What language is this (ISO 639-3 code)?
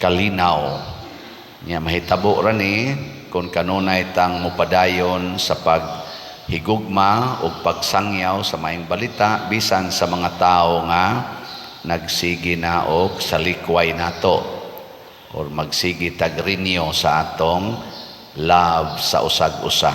ceb